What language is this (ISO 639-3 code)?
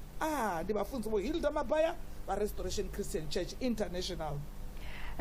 ven